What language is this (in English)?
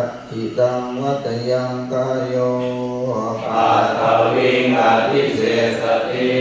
Pali